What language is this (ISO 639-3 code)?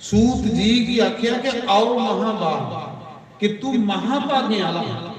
doi